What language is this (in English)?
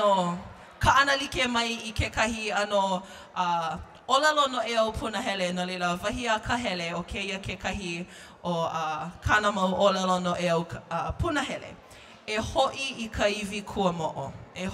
Hawaiian